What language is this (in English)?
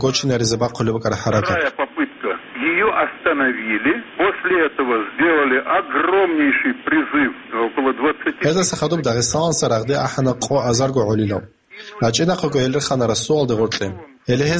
Avaric